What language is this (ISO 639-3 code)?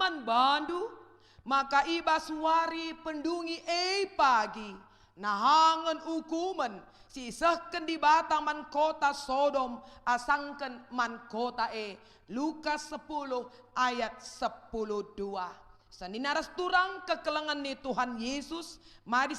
btx